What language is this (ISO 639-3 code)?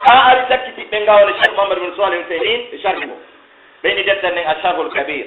fuf